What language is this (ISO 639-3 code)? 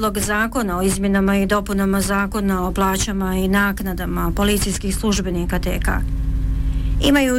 bos